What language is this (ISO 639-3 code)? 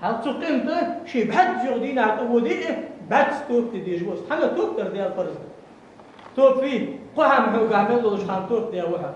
inh